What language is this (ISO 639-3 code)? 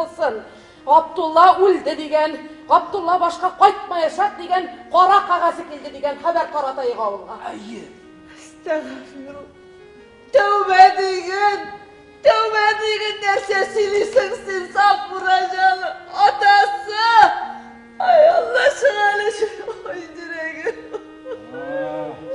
tat